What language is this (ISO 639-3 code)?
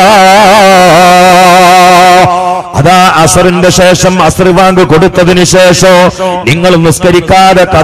mal